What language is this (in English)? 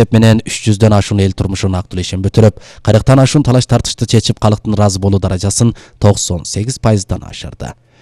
Kyrgyz